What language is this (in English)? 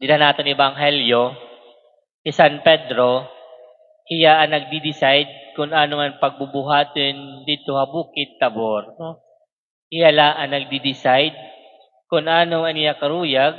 Waray